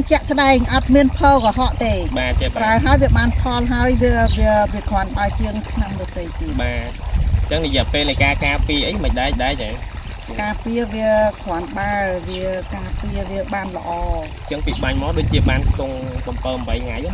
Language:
Khmer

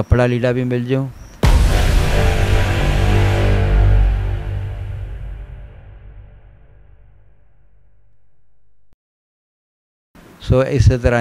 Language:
Punjabi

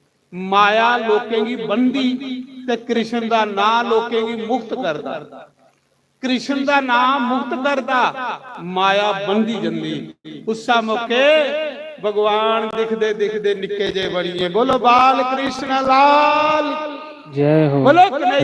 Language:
Dogri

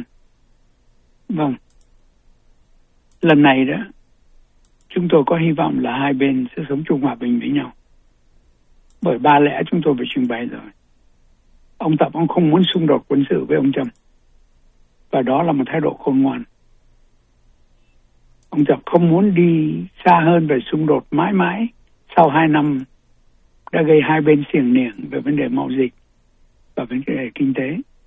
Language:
Vietnamese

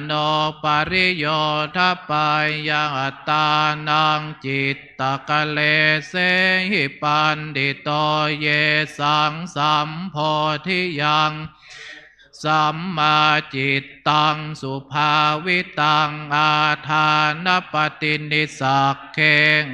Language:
Pali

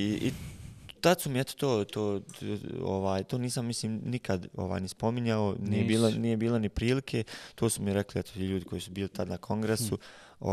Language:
Bosnian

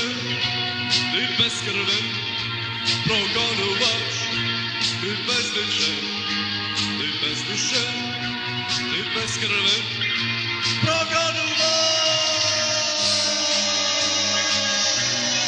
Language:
Serbian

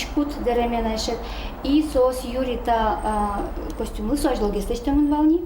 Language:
Udmurt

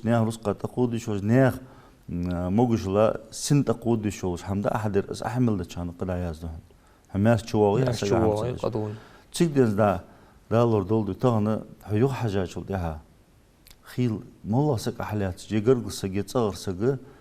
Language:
Ingush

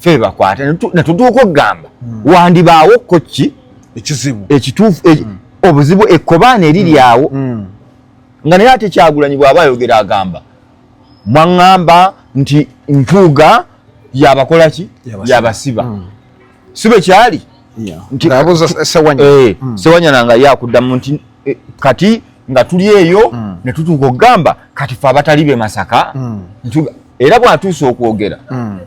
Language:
Ganda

